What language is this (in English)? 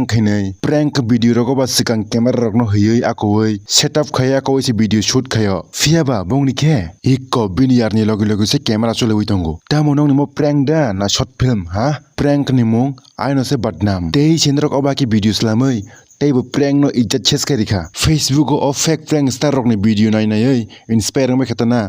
Kok Borok